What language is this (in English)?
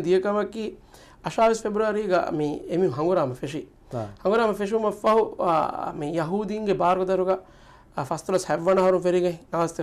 Divehi